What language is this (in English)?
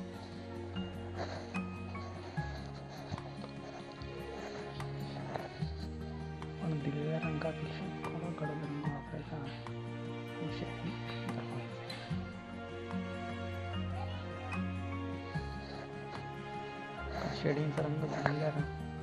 Marathi